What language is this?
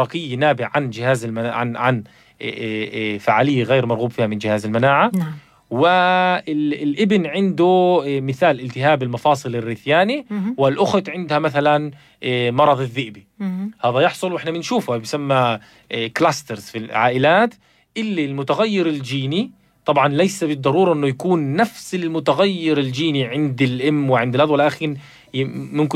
North Levantine Arabic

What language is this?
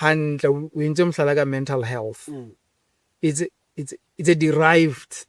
Southern Sotho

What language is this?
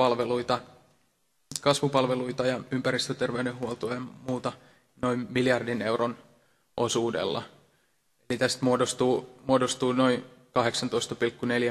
Finnish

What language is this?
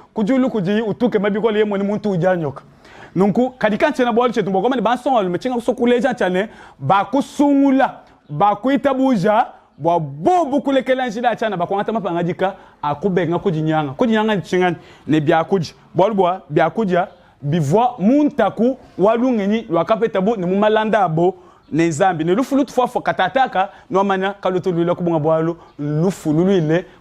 Luba-Lulua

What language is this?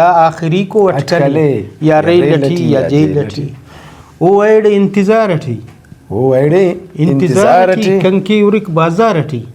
Brahui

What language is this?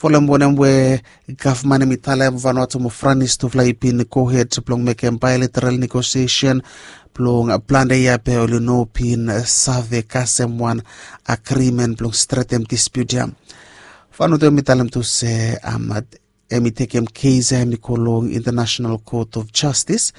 Bislama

